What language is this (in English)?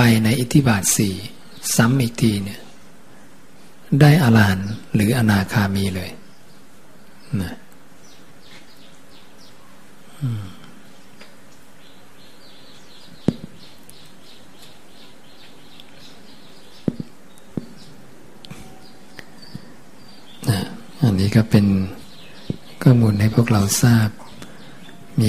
Thai